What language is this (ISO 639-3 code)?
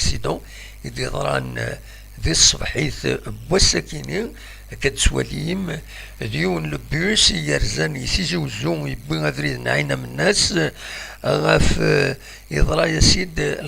kab